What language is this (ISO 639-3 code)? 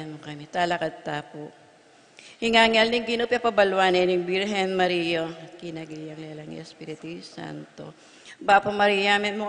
pam